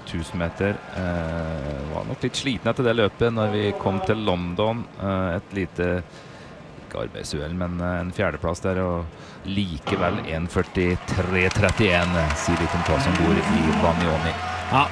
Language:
Norwegian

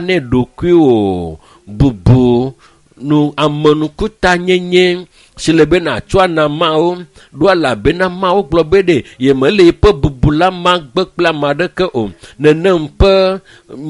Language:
Ewe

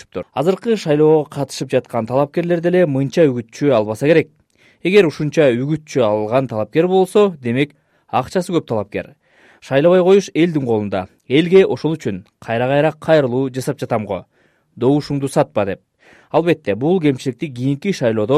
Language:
Kyrgyz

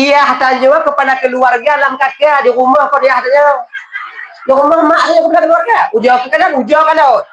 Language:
Achinese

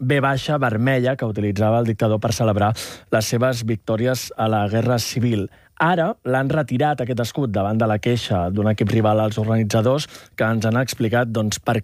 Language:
Catalan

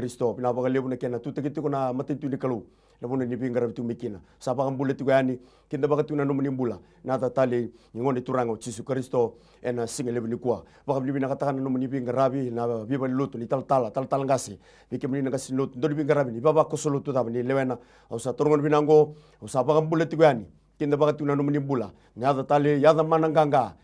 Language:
Fijian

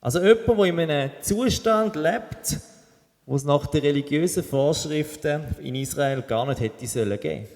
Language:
Swiss German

